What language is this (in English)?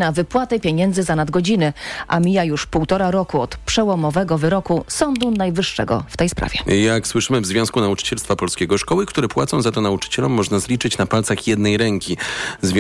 Polish